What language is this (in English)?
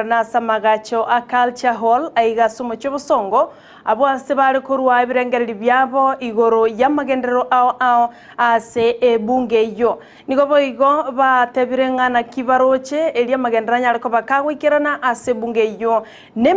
Gusii